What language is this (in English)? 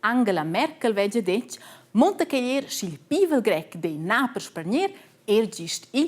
Romansh